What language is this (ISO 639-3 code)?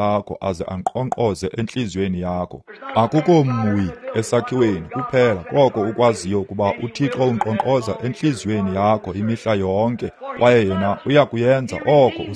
xho